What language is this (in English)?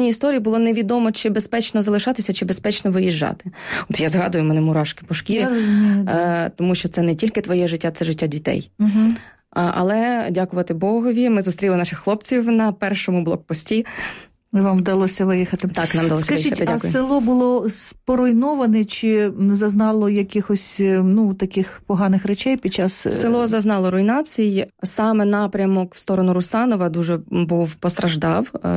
Ukrainian